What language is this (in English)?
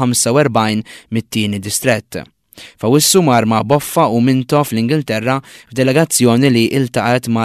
Maltese